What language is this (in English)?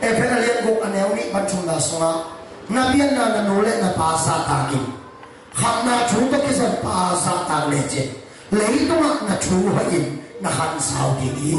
Tedim Chin